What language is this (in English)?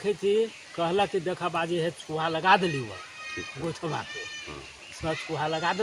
Magahi